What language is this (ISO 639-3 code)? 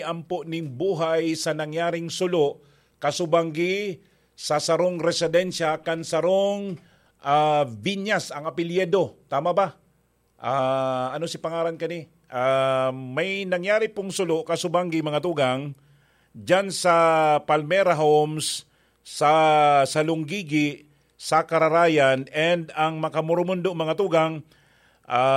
bik